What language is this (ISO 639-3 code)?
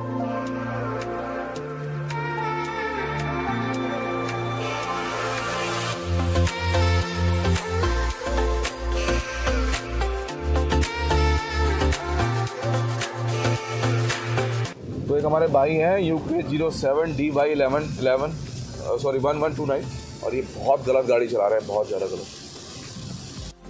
hin